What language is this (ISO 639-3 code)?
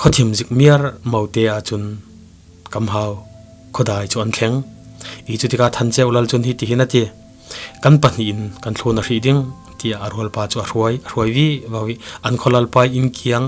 cfm